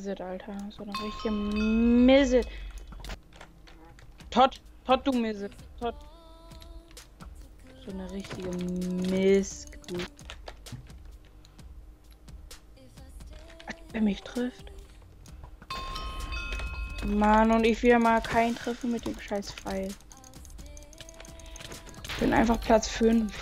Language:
German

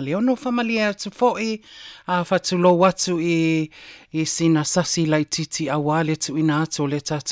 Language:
Samoan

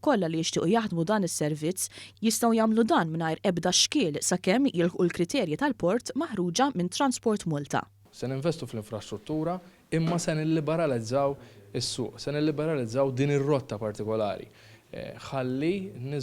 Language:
Maltese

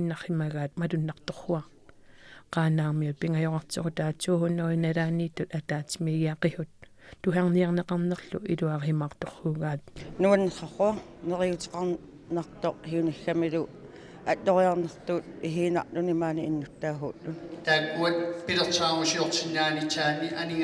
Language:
Kalaallisut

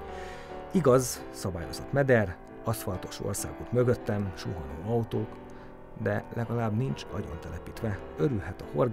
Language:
Hungarian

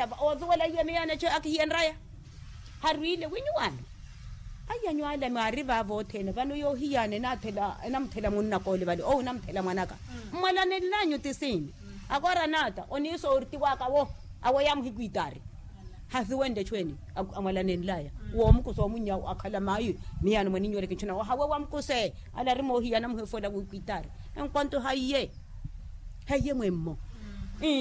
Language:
Makhuwa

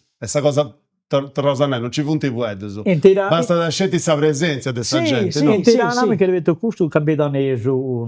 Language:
Sardinian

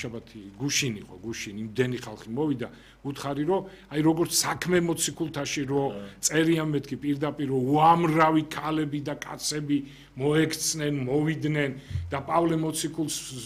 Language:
Georgian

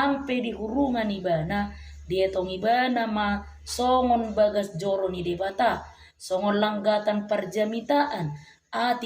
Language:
Batak Toba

